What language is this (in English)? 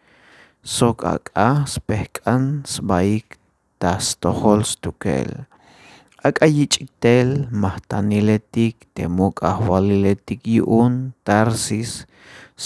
Tzeltal